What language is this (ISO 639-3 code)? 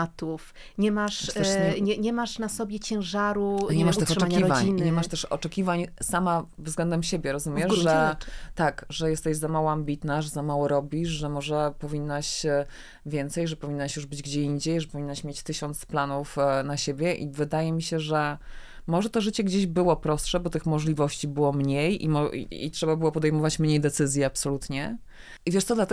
pol